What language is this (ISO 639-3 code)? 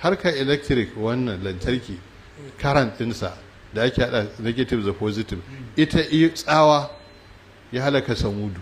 hau